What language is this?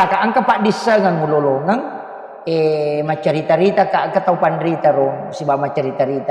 Buginese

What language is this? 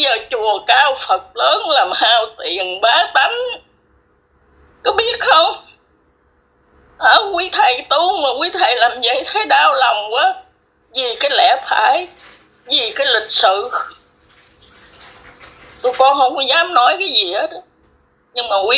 Vietnamese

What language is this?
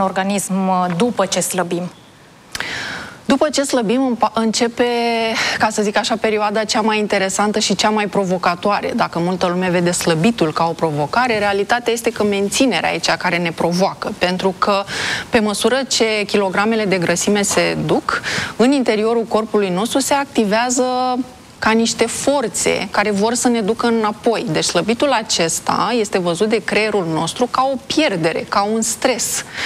Romanian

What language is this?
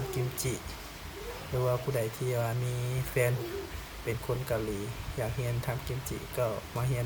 Lao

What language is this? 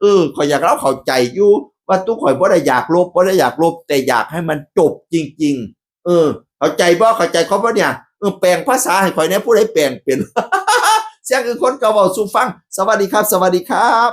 Northeastern Thai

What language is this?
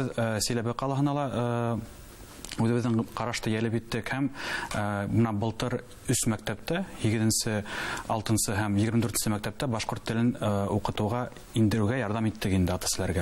Bashkir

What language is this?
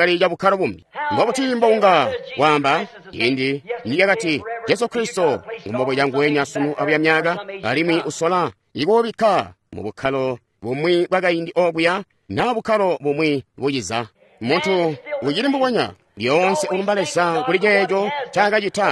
Tonga (Zambia)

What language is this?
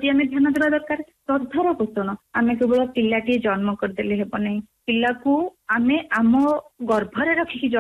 Odia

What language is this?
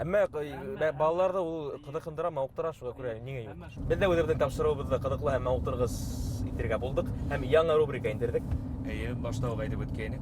Bashkir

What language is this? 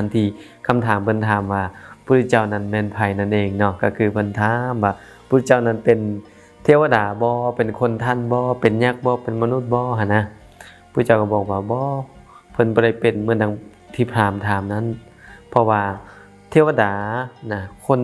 Lao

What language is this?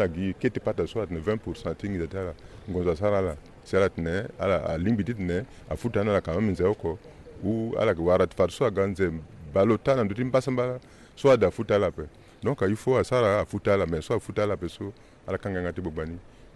Sango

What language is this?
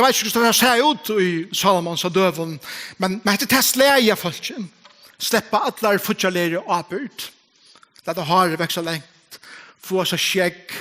Faroese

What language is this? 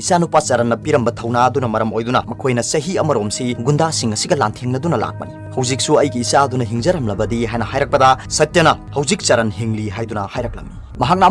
Manipuri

